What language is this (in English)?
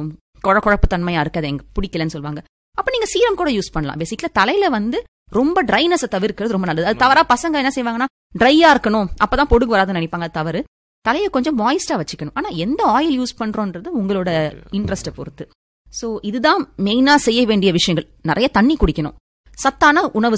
Tamil